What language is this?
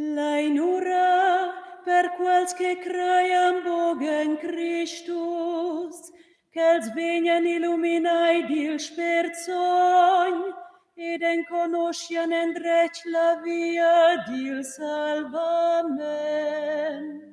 Romansh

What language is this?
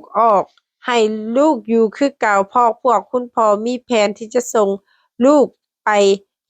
Lao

